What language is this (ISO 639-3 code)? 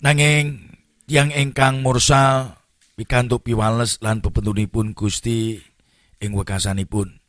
jav